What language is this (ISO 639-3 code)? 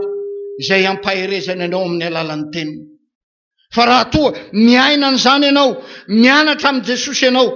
mlg